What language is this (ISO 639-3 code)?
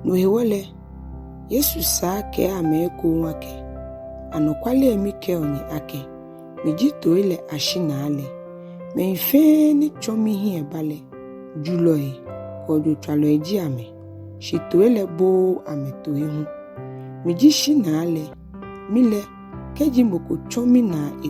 gaa